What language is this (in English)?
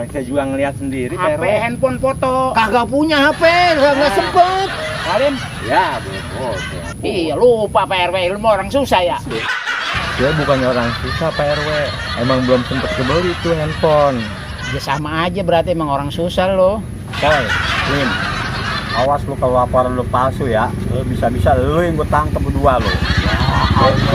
Betawi